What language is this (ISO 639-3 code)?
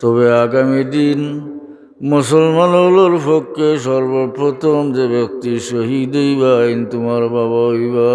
syl